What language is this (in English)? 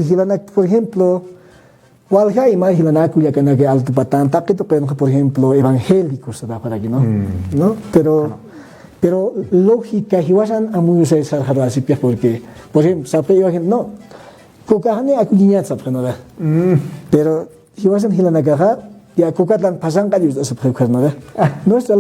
Aymara